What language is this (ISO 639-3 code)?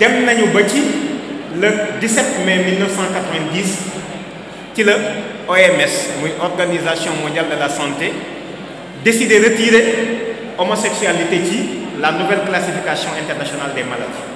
wol